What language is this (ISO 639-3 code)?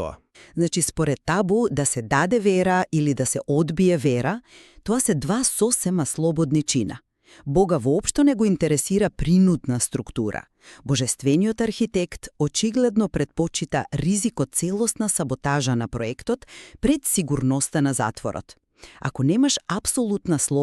mkd